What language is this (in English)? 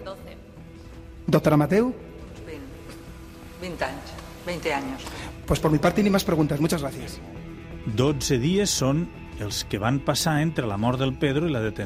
Catalan